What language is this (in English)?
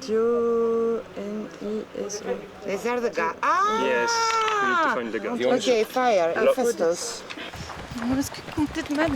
Breton